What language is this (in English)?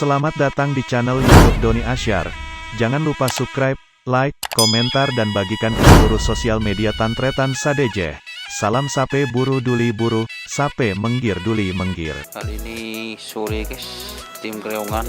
Madurese